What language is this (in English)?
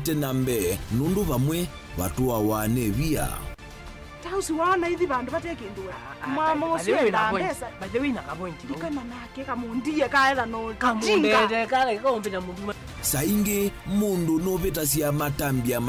Kamba